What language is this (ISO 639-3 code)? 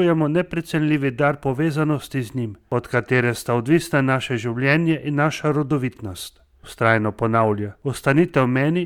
slv